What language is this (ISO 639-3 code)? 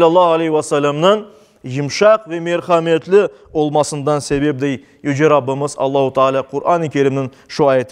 crh